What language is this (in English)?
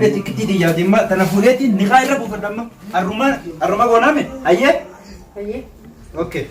Oromo